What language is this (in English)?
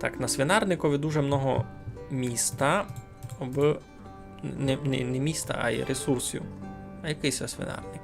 Rusyn